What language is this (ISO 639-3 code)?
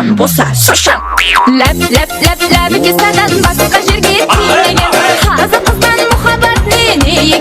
kaa